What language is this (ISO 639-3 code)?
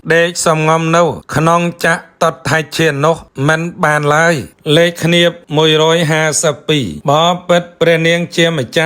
khm